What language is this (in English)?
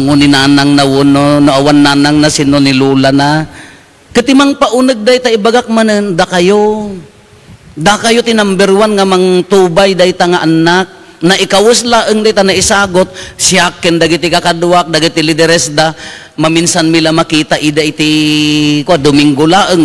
Iloko